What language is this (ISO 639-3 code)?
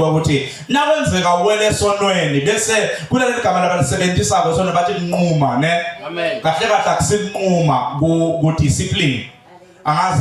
zul